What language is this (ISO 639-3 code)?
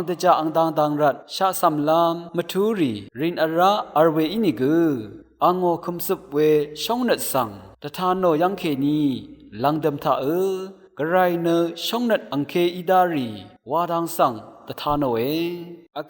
raw